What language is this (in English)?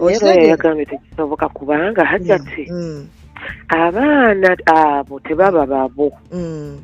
Ganda